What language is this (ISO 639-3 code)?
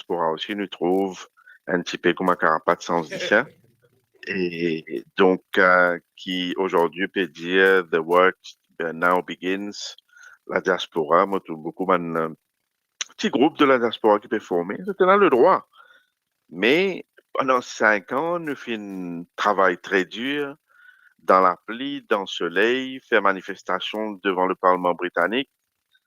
mfe